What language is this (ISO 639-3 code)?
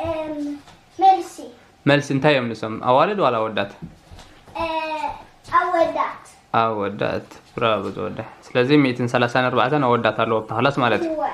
tir